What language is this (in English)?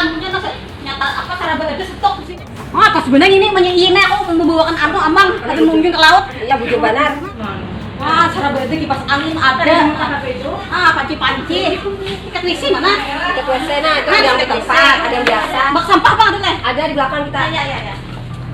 Banjar